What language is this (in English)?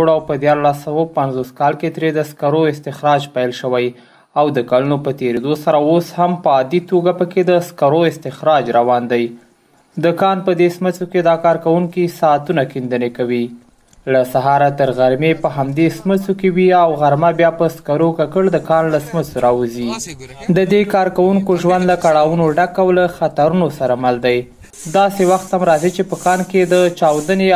Pashto